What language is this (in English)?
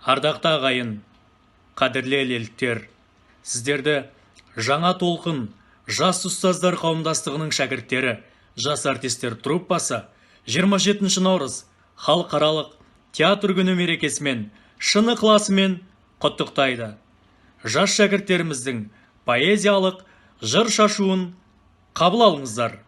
Kazakh